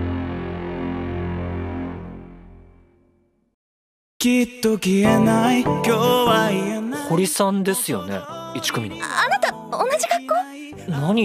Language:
Japanese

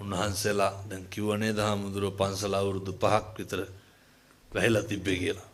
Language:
Sinhala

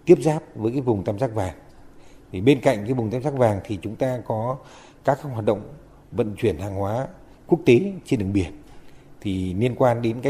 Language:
Vietnamese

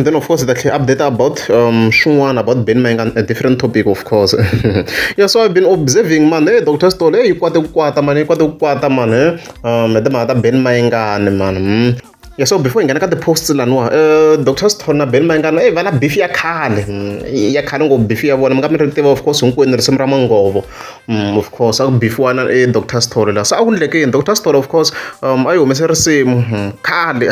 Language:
Tsonga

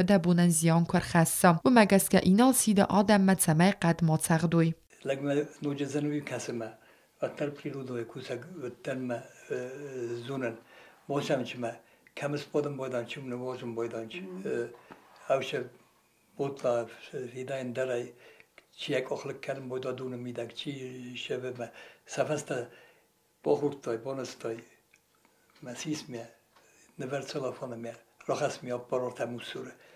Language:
Ossetic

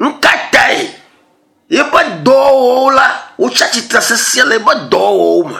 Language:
Ewe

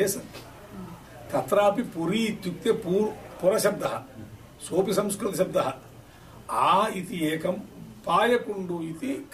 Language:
Sanskrit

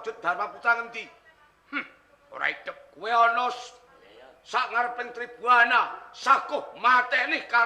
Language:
Javanese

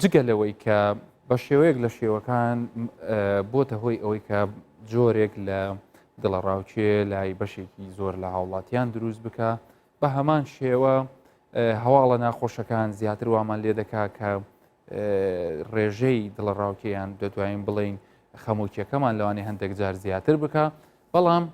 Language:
Central Kurdish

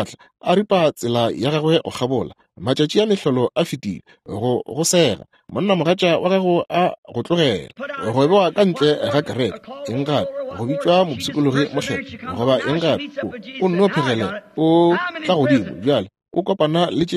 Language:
Northern Sotho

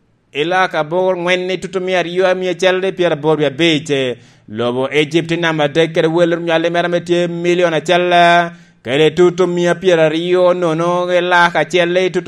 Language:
Lango (Uganda)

